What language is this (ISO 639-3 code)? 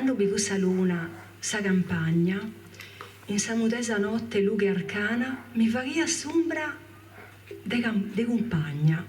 srd